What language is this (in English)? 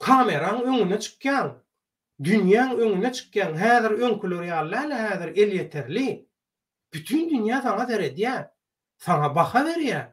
Turkmen